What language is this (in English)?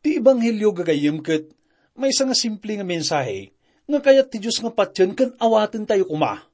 Iloko